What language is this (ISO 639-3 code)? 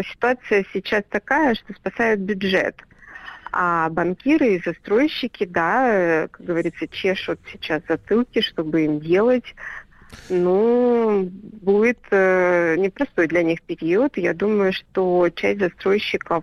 rus